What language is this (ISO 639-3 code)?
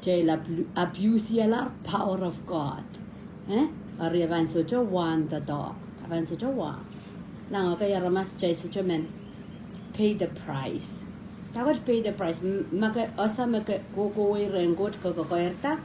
pon